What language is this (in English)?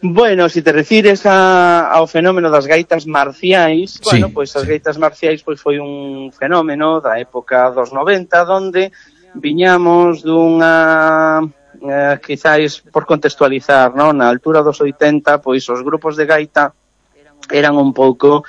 Galician